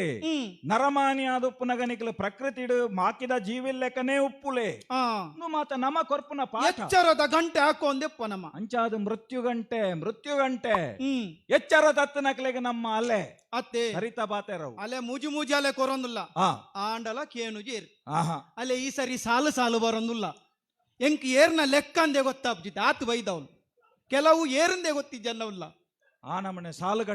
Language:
Tulu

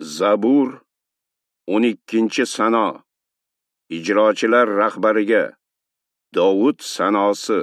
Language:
Uzbek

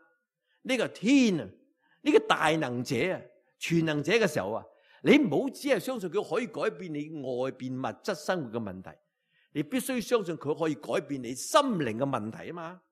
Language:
Cantonese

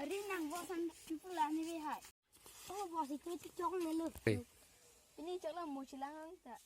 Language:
Karbi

